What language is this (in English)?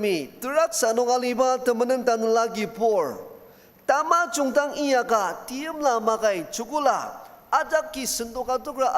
Ao Naga